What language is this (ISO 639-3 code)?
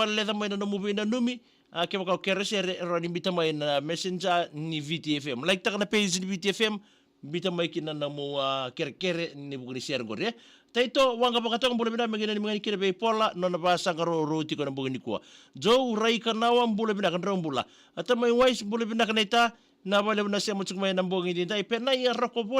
fij